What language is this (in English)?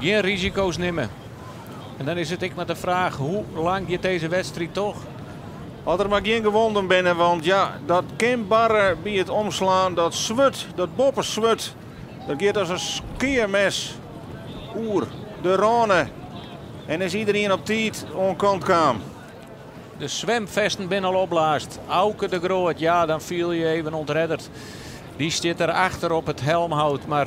Western Frisian